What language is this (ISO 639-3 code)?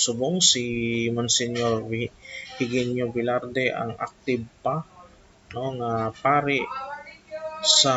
hil